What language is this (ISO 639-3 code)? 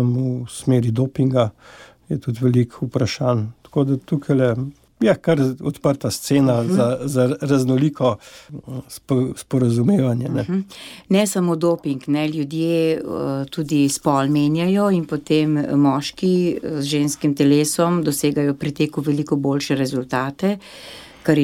slv